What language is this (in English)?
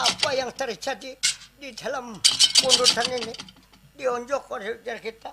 Banjar